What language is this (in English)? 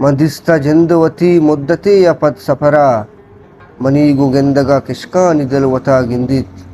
Eastern Balochi